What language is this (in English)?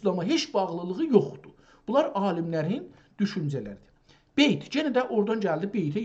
South Azerbaijani